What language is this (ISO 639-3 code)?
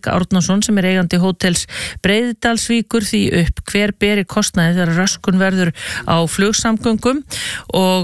isl